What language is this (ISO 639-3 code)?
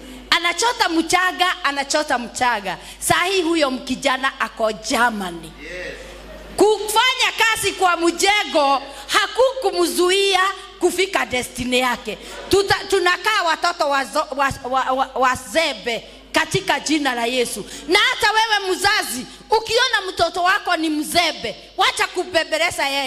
swa